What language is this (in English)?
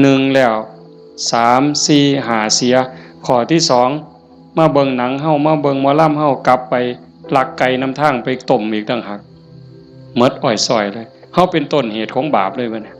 Northeastern Thai